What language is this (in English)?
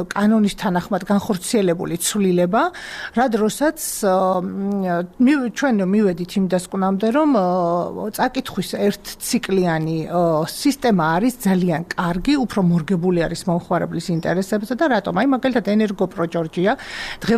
Georgian